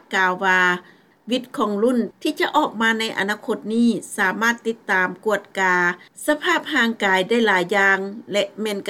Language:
Lao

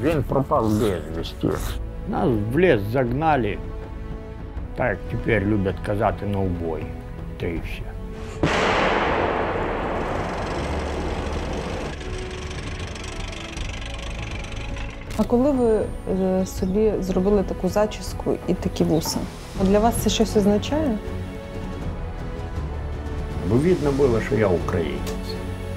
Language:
Ukrainian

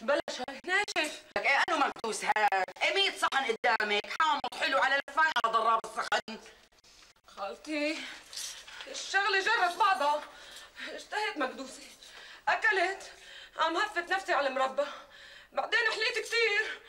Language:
North Levantine Arabic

